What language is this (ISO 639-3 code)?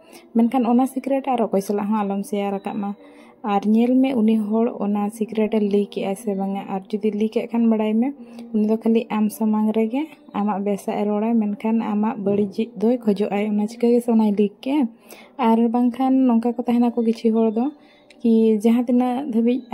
sat